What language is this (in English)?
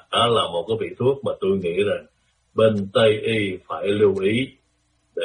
Vietnamese